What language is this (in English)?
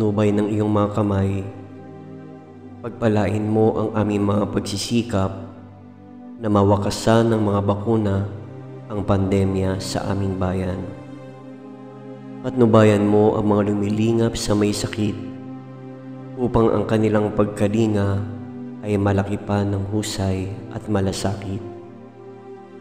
Filipino